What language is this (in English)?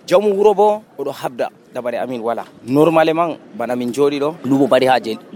Nigerian Fulfulde